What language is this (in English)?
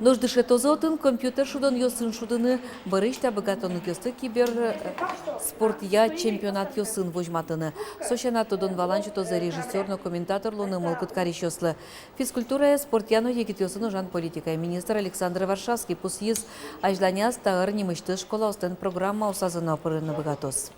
Udmurt